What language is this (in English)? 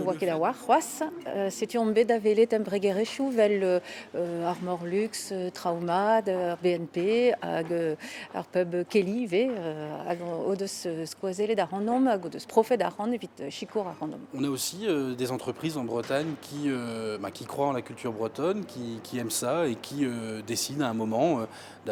Breton